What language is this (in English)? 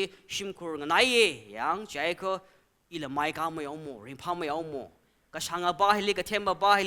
Tangkhul Naga (India)